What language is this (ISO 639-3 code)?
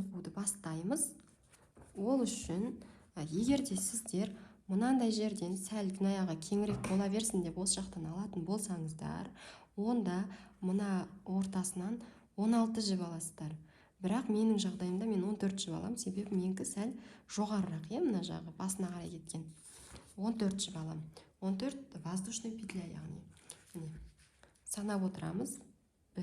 kaz